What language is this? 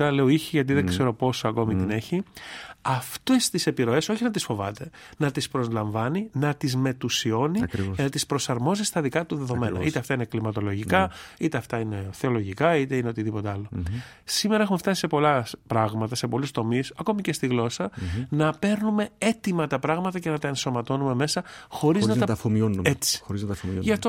Greek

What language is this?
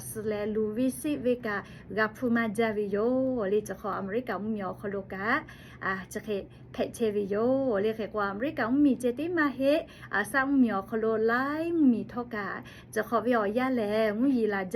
Lahu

